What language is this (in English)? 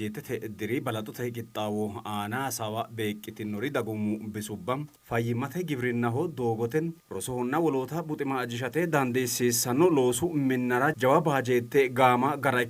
Sidamo